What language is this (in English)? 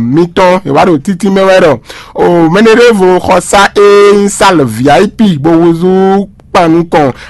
Fon